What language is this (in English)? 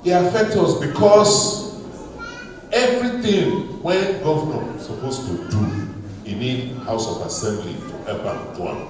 Nigerian Pidgin